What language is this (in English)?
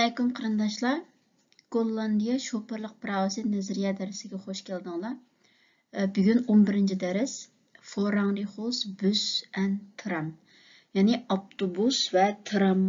Uyghur